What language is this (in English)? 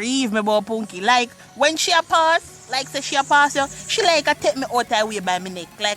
Jamaican Creole English